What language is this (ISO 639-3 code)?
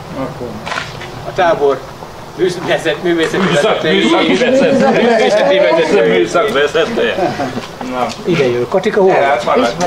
hun